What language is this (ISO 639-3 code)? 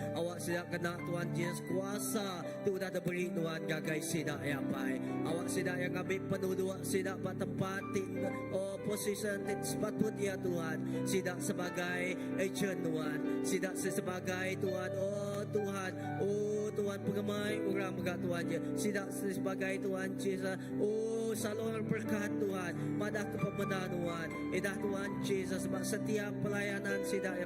iba